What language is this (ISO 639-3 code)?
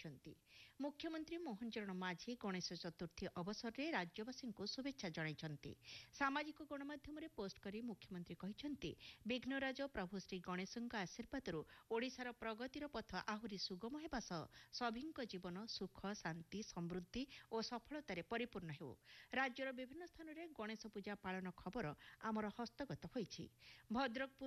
ori